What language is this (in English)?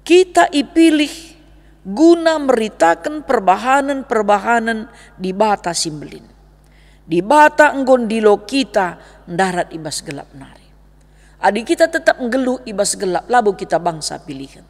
Batak Karo